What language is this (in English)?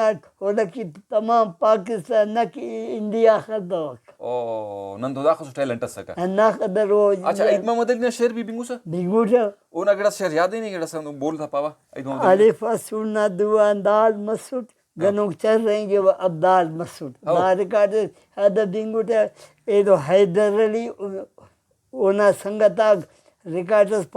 Brahui